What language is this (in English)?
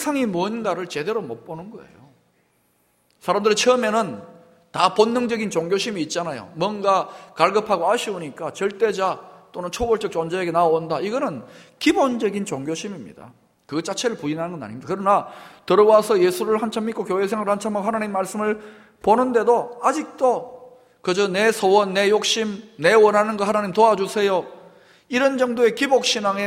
Korean